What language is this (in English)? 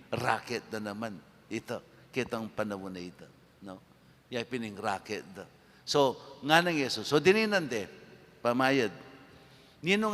Pampanga